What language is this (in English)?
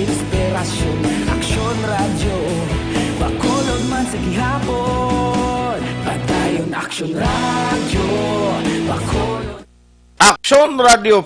Hiligaynon